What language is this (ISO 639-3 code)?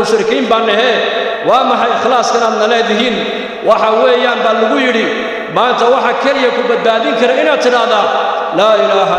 som